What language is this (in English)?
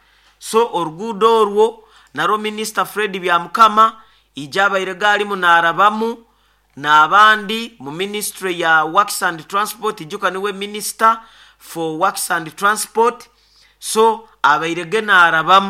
Nyoro